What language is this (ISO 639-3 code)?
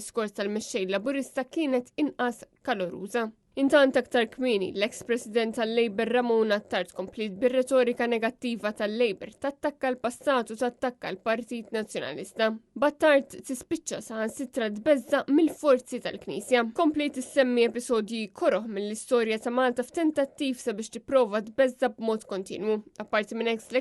mlt